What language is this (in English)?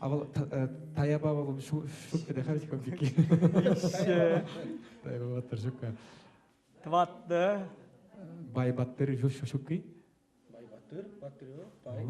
Chuvash